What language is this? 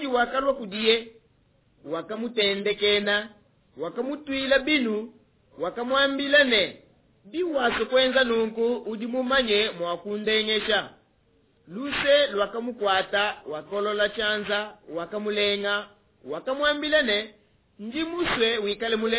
Luba-Lulua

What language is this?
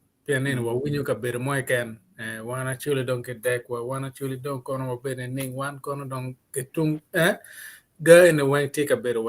Acoli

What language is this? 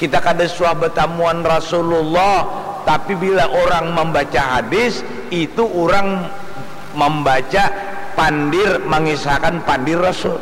Banjar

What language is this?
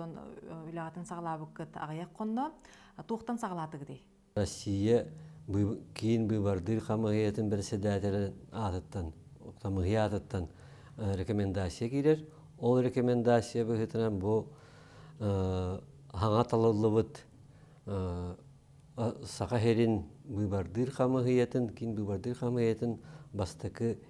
Yakut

